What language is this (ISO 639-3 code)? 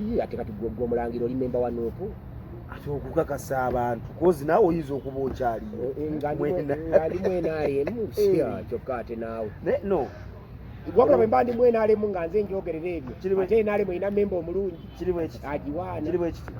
lug